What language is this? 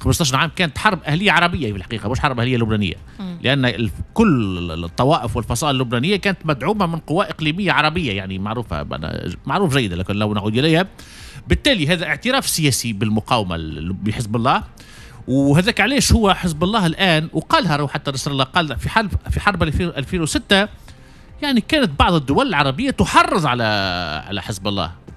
Tunisian Arabic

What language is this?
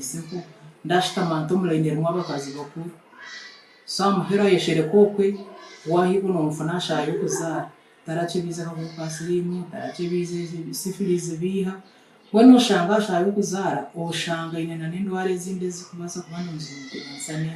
Nyankole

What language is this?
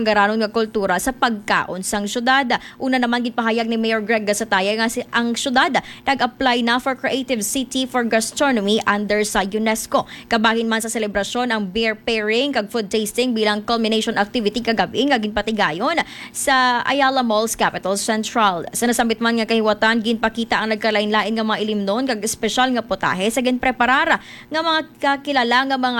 Hiligaynon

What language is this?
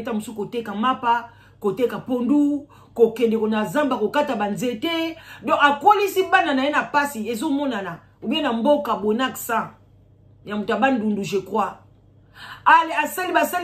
Lingala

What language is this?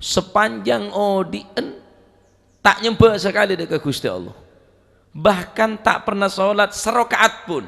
Madurese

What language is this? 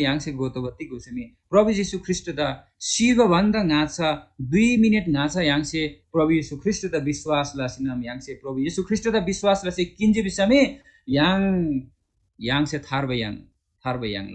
Eastern Tamang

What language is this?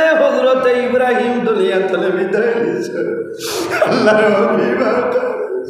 Sylheti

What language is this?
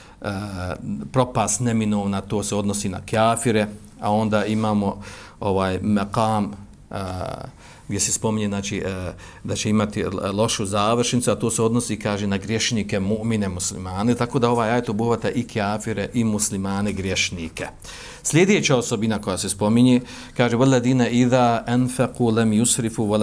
Bosnian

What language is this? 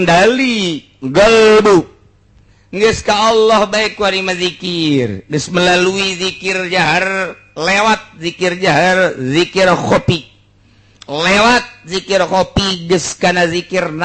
Sundanese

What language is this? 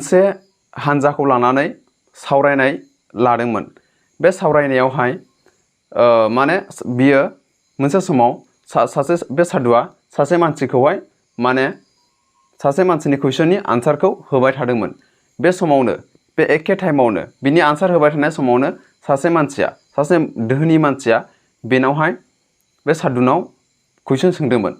Bodo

